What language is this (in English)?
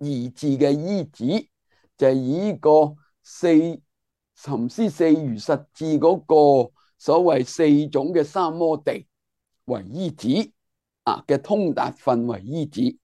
Cantonese